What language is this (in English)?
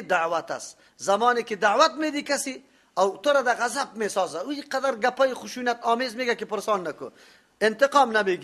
Persian